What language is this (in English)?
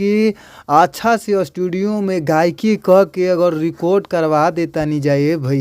Bhojpuri